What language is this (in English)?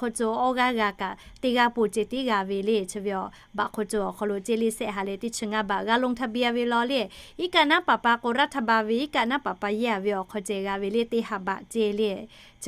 Lahu